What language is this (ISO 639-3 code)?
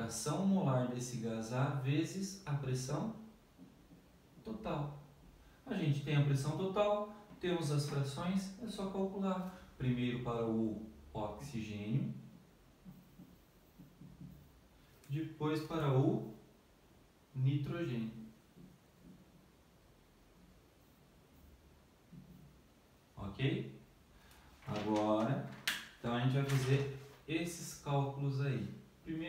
por